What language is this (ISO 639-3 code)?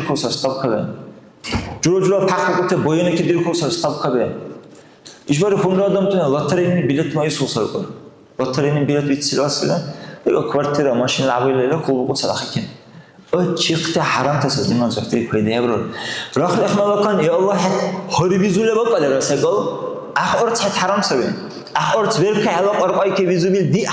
dar